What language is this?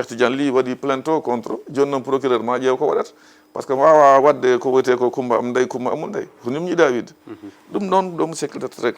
Fula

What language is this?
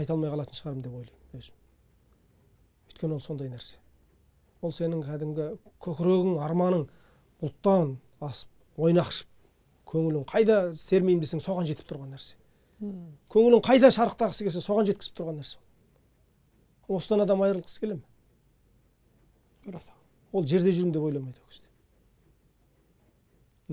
Kazakh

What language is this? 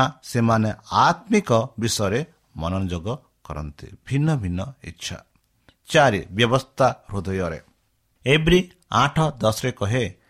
Odia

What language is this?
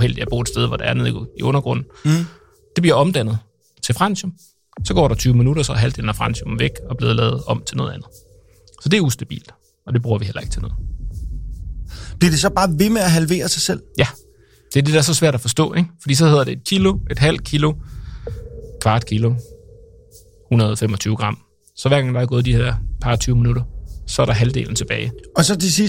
Danish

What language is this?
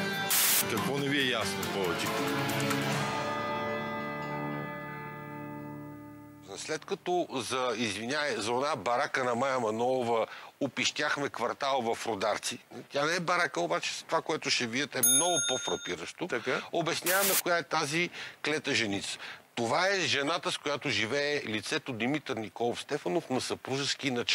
Bulgarian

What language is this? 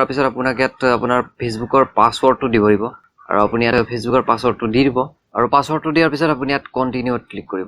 Assamese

